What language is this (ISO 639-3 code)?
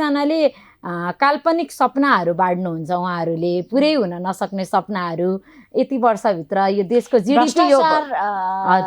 nep